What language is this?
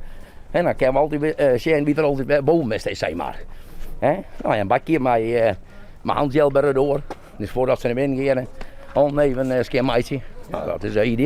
Western Frisian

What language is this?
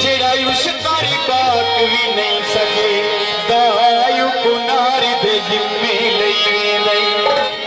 Saraiki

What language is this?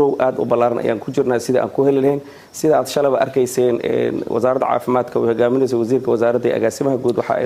Somali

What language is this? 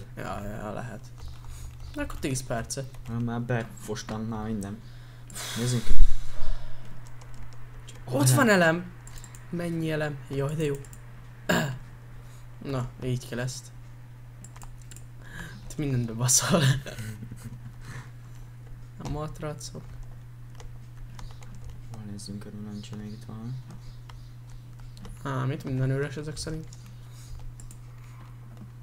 Hungarian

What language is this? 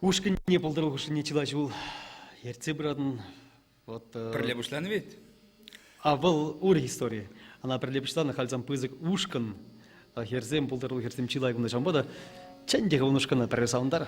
Chuvash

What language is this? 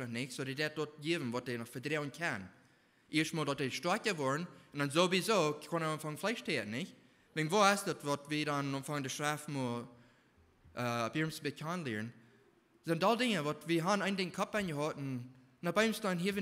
Plautdietsch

